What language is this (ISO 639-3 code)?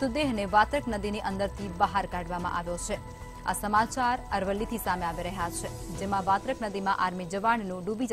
guj